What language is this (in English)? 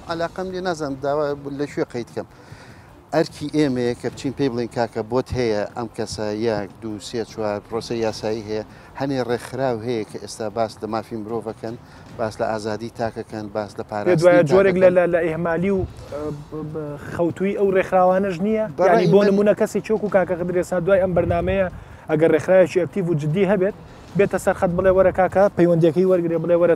Central Kurdish